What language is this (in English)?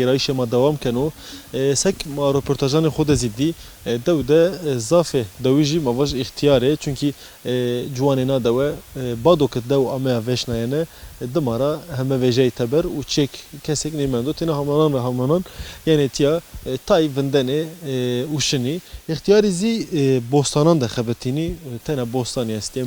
Zaza